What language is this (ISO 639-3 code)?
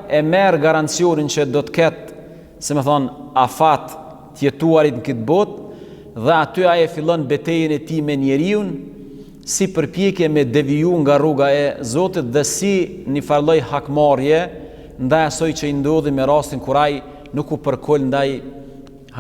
sqi